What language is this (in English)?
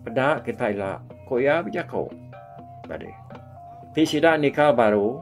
Iban